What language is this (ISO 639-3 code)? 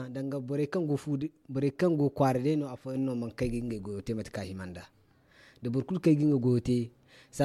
dje